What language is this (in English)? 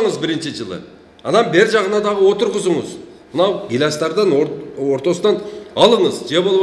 Kyrgyz